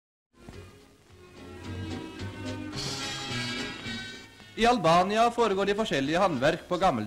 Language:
Norwegian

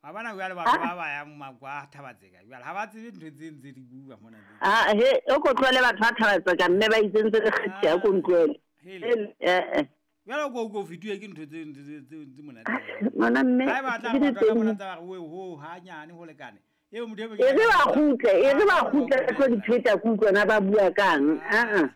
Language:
Southern Sotho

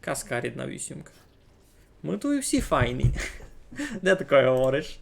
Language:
Rusyn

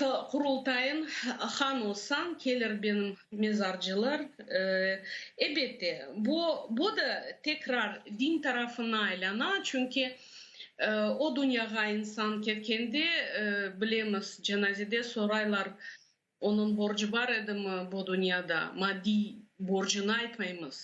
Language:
Crimean Tatar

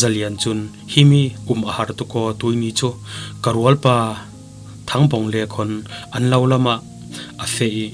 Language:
Falam Chin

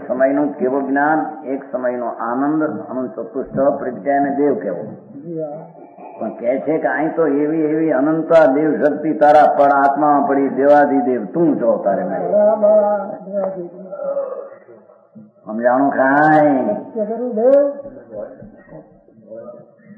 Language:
Gujarati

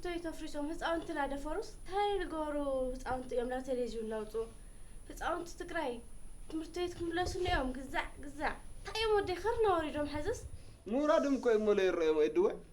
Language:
Tigrinya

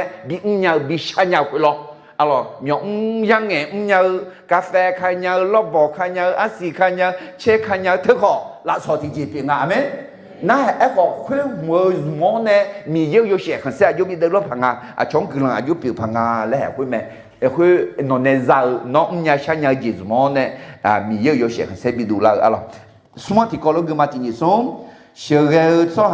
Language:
Akha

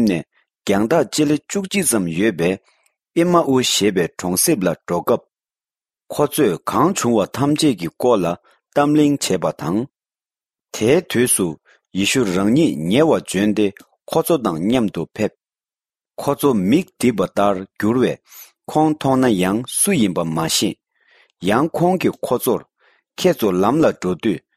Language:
Tibetan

